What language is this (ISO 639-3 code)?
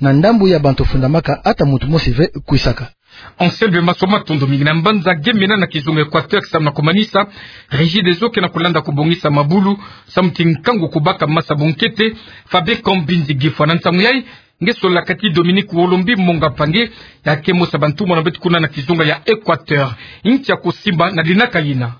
ktu